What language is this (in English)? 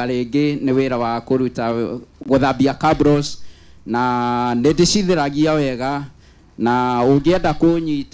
Kikuyu